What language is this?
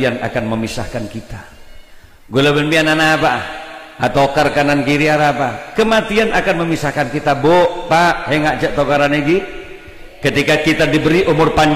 Madurese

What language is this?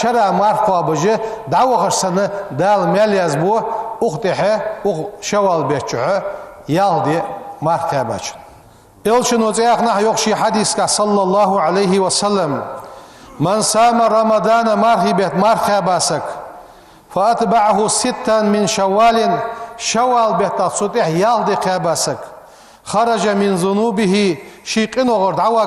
Ingush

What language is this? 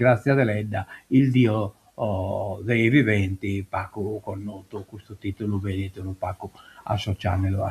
Sardinian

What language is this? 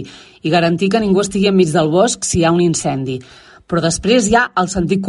Catalan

